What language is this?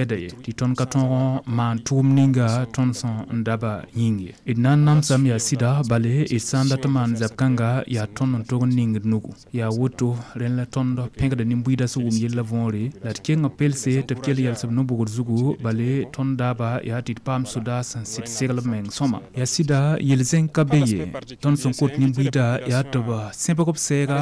Mossi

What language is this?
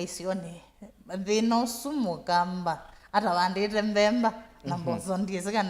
Kamba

